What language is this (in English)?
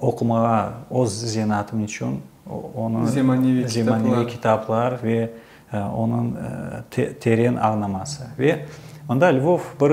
Crimean Tatar